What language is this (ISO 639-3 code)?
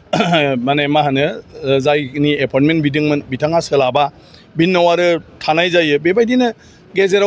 brx